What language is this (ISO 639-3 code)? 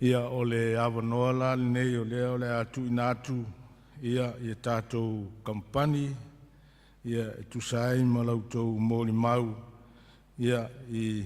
smo